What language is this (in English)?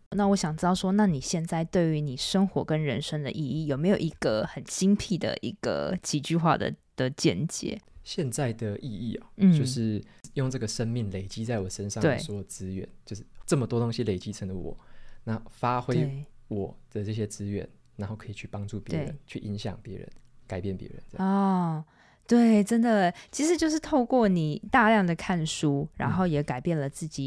Chinese